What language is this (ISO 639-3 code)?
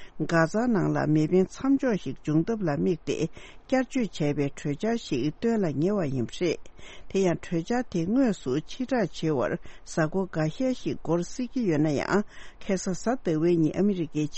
bod